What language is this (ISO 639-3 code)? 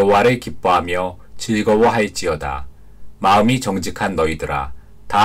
kor